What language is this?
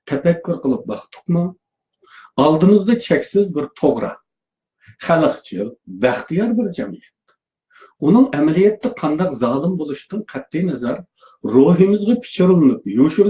Uyghur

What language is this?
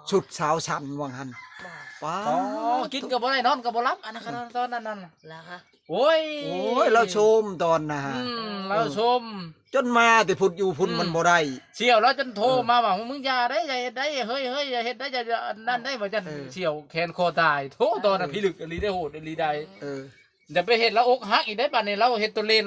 Northeastern Thai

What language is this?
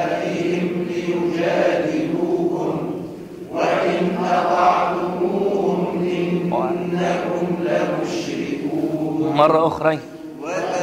Arabic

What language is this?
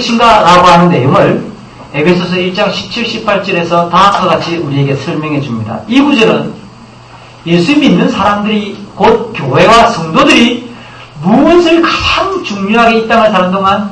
Korean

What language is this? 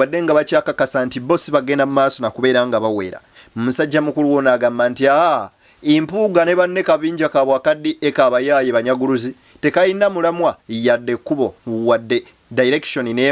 Ganda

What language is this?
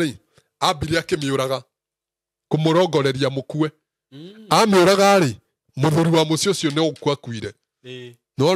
Kikuyu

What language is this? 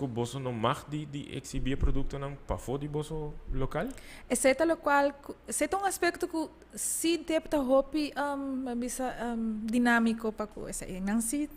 Papiamento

